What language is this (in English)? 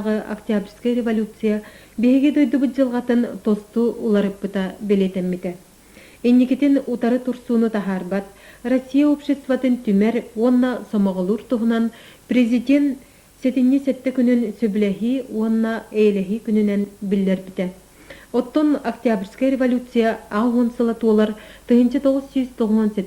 Yakut